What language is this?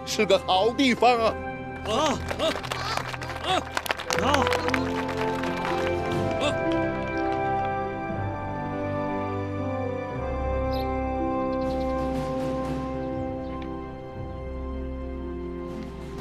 Chinese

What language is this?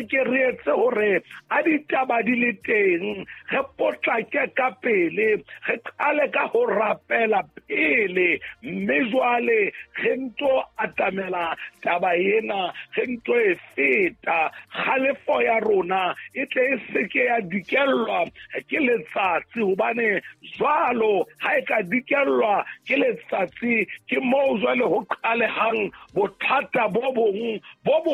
Southern Sotho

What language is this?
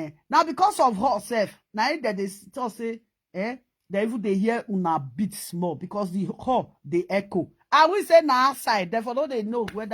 Nigerian Pidgin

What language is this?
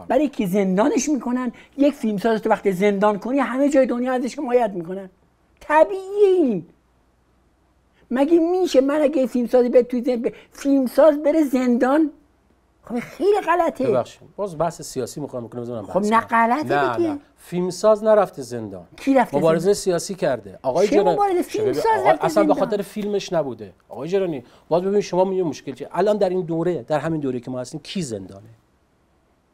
Persian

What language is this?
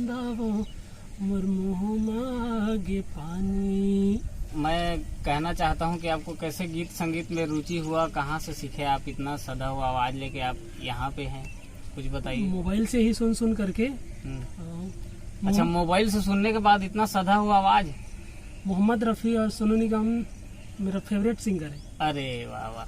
Chhattisgarhi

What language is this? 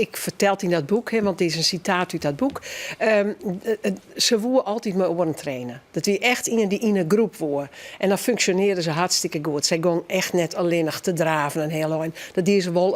Western Frisian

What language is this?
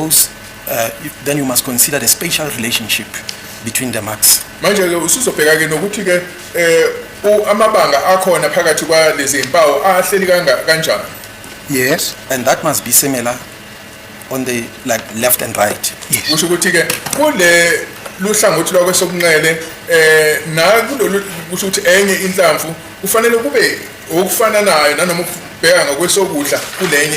Zulu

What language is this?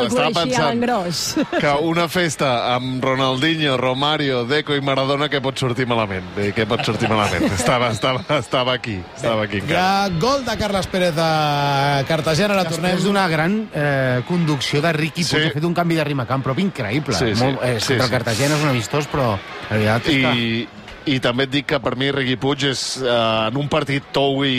Catalan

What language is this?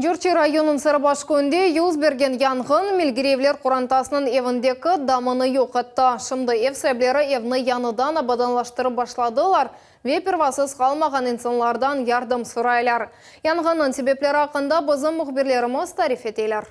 Crimean Tatar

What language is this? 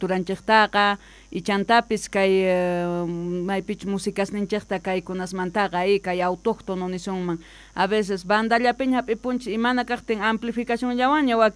South Bolivian Quechua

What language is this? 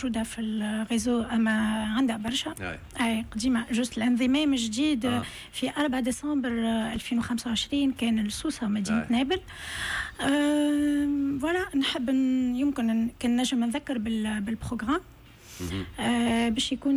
Tunisian Arabic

